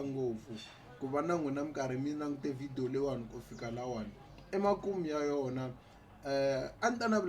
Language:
Tsonga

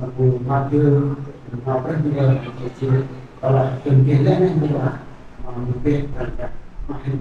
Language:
Central Mnong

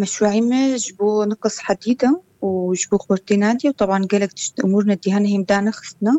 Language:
Kurdish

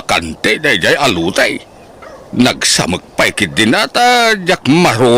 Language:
Iloko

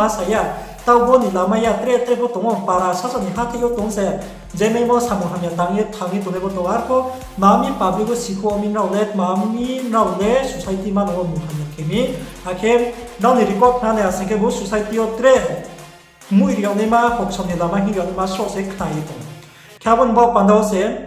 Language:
Riang (India)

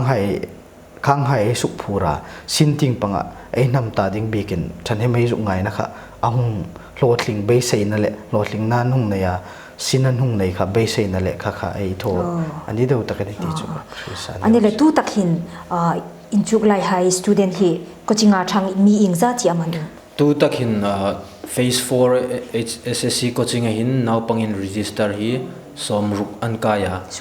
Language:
Hmar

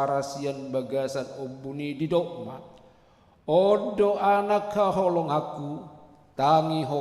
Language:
Batak Toba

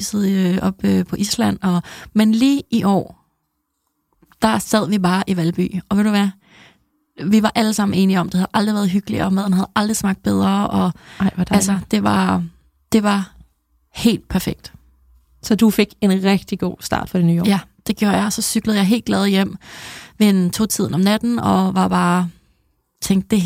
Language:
Danish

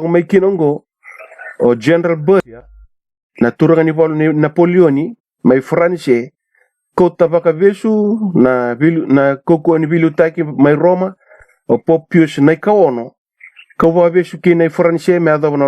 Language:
Fijian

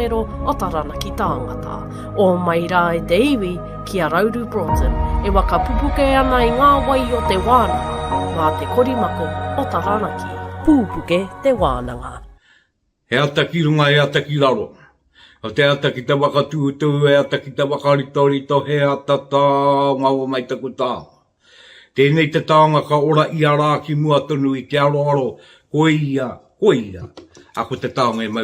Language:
Māori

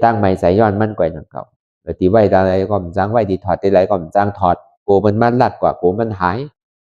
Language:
Shan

